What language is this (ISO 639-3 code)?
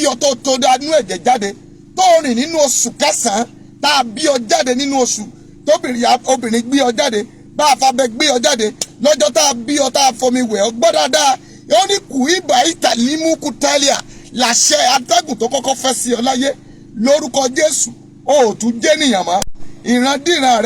yor